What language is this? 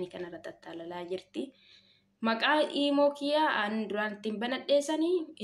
Oromo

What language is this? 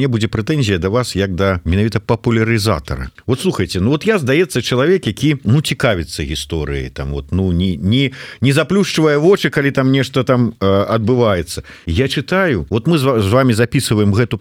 Belarusian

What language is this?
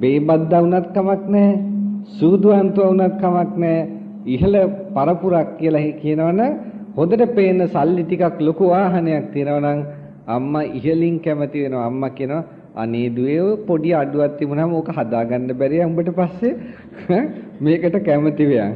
Sinhala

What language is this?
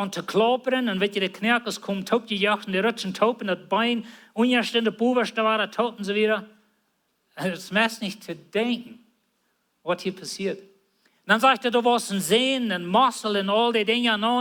Plautdietsch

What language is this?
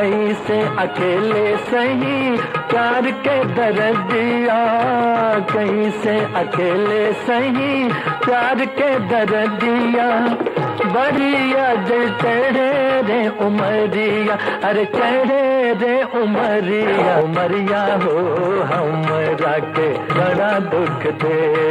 Magahi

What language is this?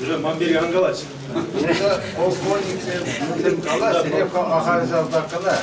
Chuvash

